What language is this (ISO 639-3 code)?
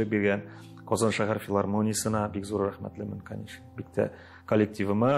tat